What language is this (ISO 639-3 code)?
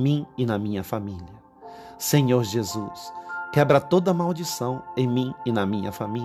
por